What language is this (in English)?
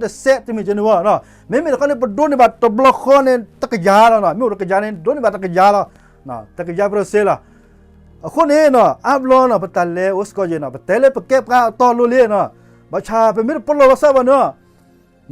S'gaw Karen